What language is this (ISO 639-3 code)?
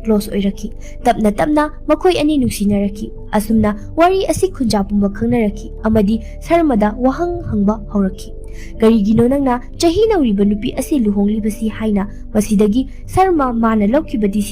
mni